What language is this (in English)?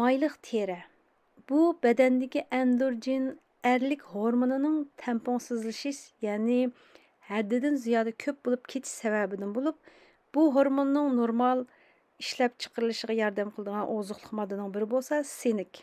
Uyghur